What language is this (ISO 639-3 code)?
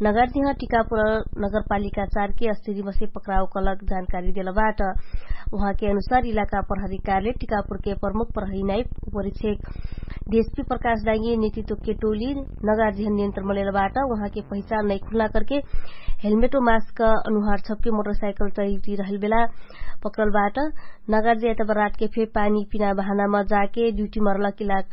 thl